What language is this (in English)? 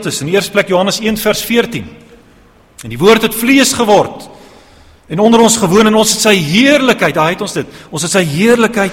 Afrikaans